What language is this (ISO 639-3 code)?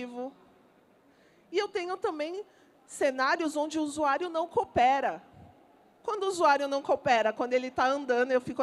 por